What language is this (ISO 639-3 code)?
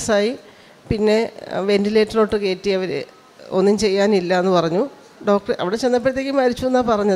mal